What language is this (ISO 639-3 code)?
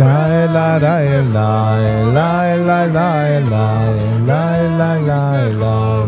yid